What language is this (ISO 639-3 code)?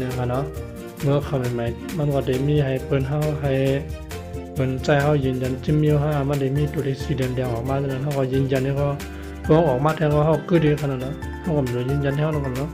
shn